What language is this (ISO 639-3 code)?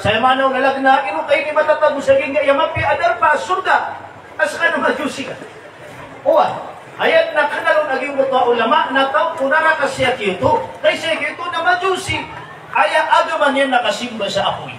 mrw